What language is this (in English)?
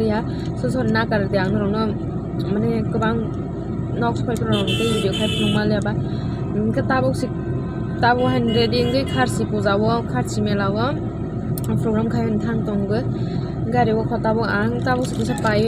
Kok Borok